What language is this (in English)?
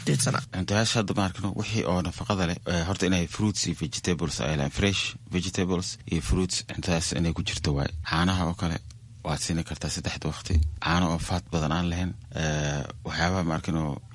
Somali